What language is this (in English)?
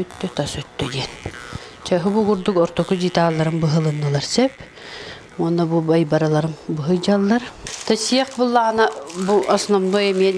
Yakut